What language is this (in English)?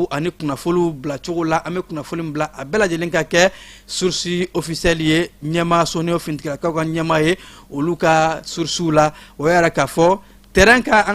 Bambara